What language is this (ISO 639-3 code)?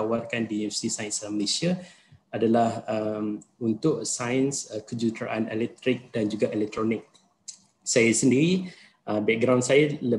msa